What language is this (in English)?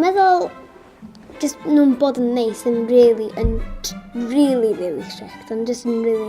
Welsh